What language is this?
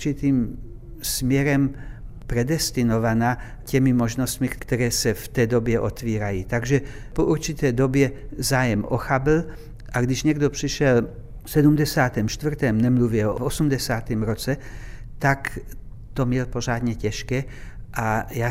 Czech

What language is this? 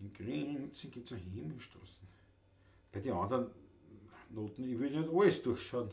Bavarian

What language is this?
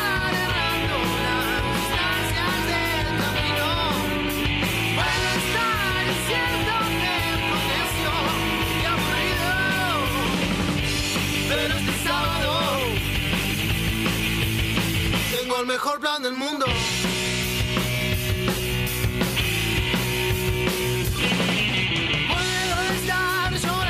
Spanish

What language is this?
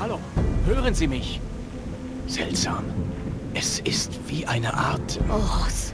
Bavarian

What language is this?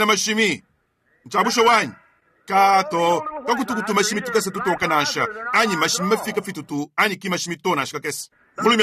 Luba-Lulua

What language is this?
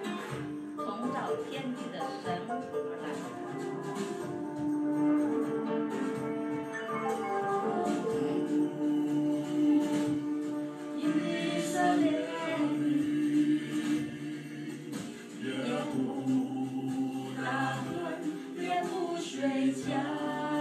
Chinese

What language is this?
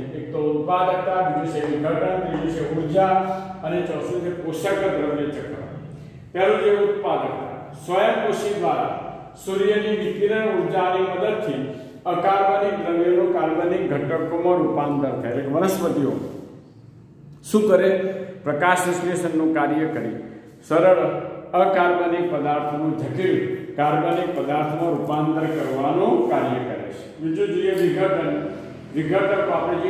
Gujarati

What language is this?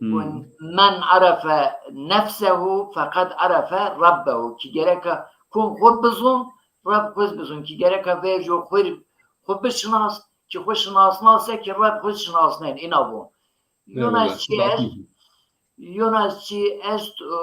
Zaza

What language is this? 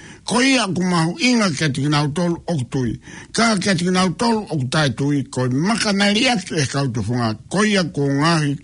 Tongan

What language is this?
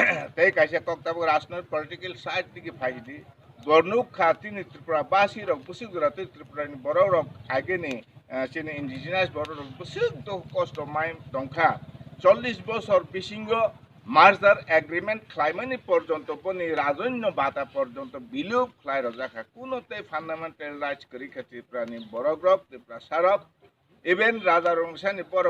Kok Borok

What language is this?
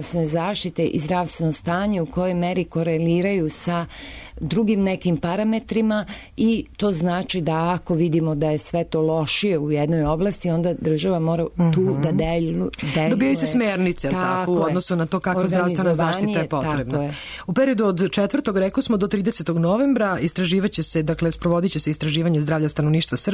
Serbian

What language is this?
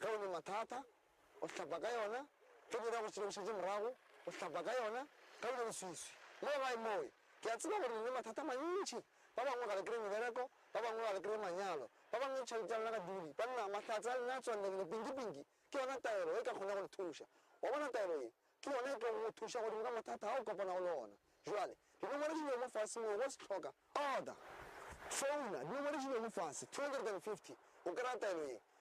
Northern Sotho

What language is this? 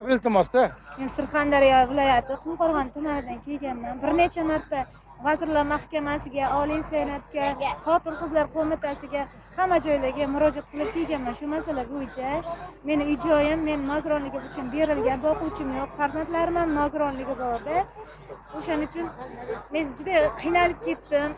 Uzbek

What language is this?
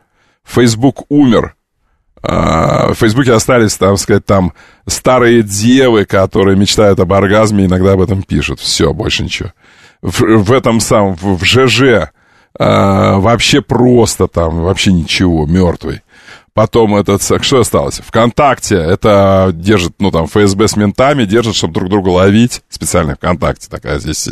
Russian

